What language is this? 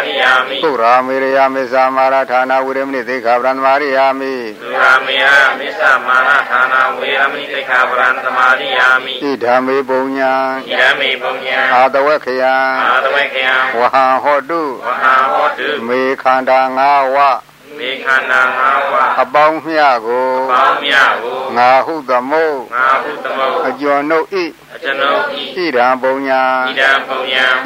Burmese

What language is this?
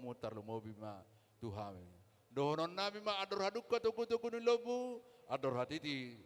Batak Toba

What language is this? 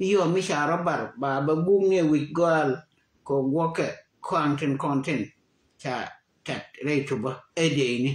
Nuer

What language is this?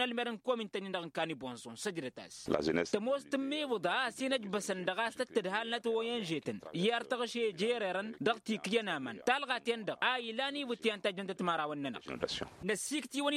Tamasheq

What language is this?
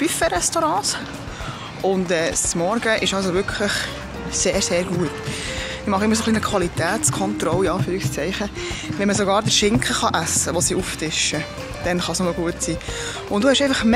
Swiss German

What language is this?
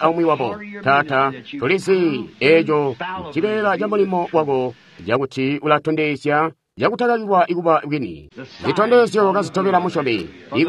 Tonga (Zambia)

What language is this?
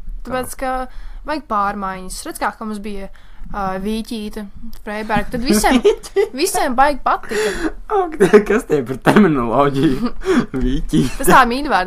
Latvian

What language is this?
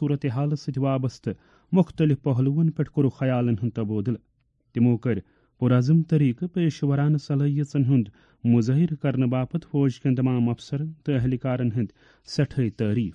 Kashmiri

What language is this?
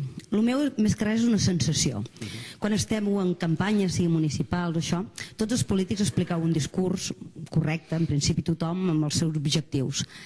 Catalan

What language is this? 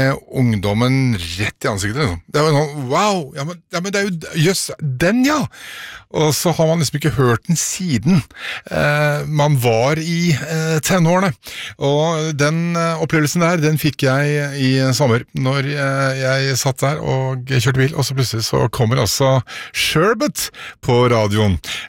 Norwegian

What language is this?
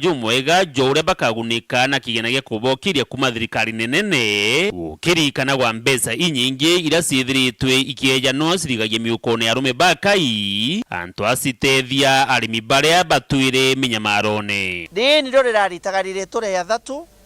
Meru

